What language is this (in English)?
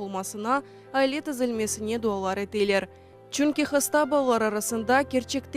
Crimean Tatar